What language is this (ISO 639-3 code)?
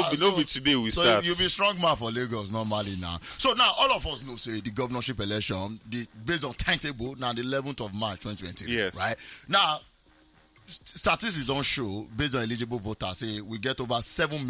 pcm